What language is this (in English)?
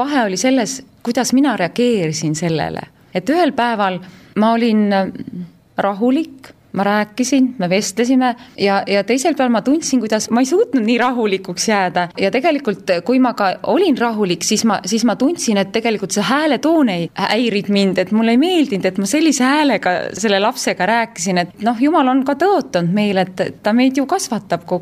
Estonian